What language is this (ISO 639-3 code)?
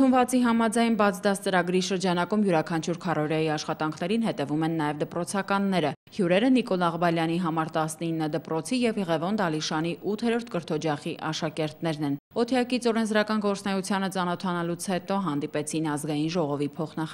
hye